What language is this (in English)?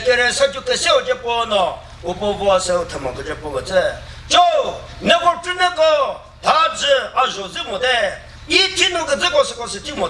Chokri Naga